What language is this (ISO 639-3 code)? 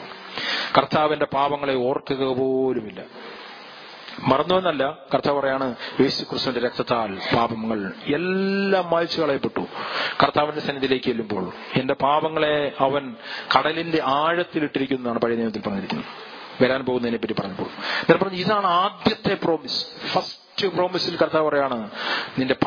mal